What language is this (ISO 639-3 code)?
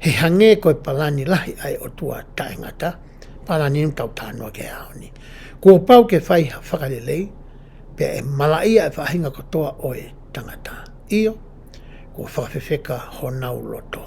ton